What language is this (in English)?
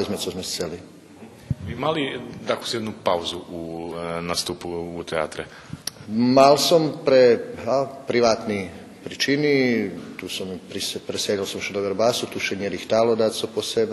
Rusyn